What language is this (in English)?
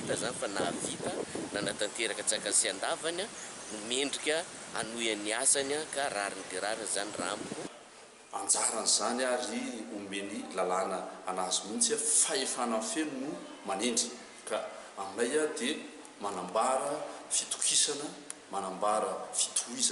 Malagasy